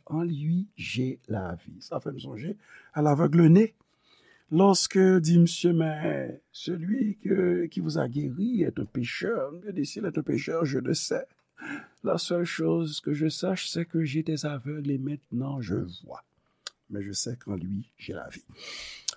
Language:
Haitian Creole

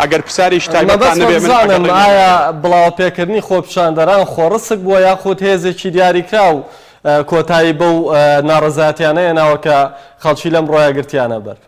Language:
Central Kurdish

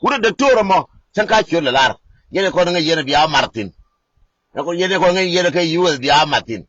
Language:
Nuer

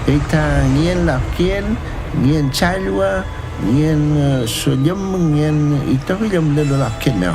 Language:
Mapuche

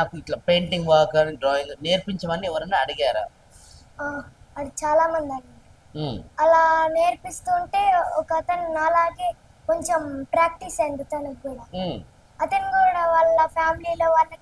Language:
Telugu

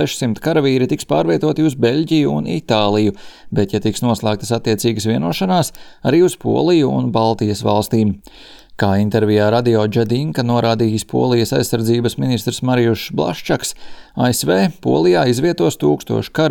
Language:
Latvian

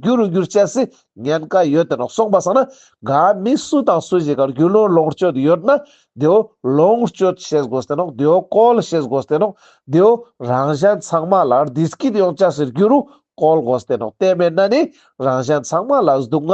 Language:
Ladakhi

